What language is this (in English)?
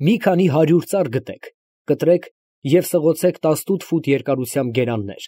Armenian